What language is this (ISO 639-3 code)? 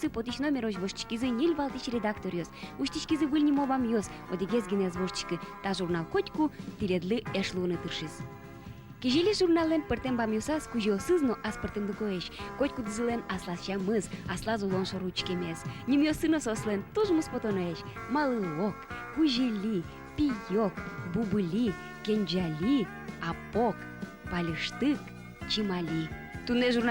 udm